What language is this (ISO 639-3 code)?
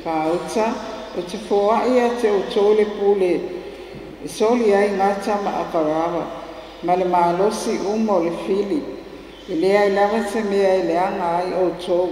smo